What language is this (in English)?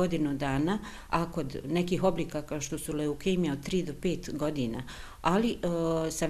Bosnian